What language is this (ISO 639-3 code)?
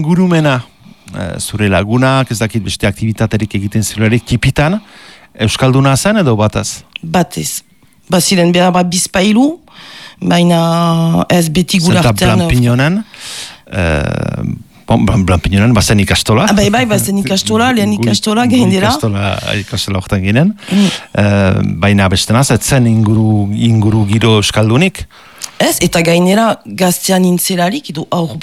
eus